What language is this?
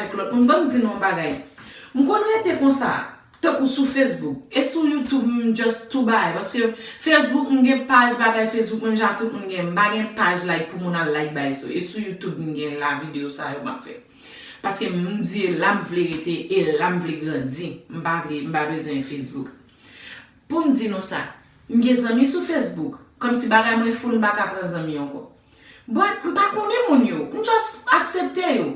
Haitian Creole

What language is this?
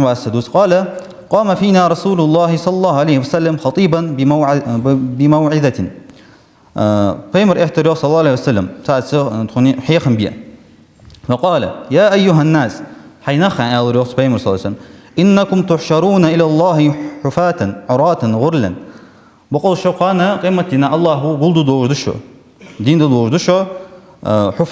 Ingush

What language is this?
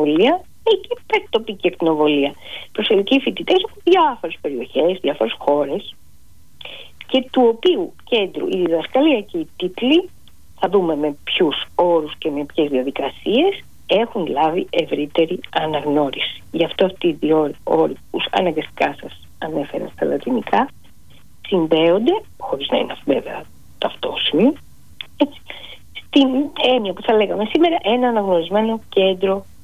Greek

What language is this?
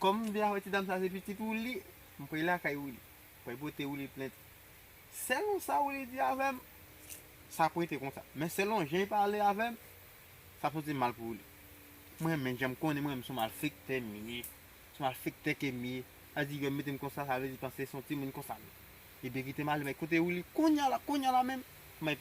Haitian Creole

